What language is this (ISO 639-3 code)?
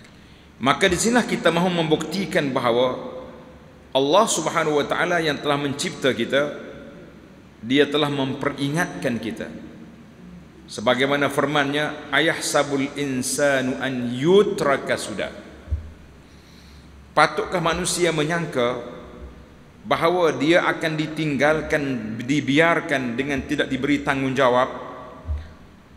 msa